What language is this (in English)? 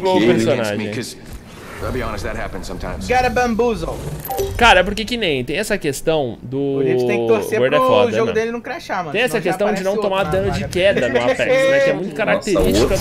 Portuguese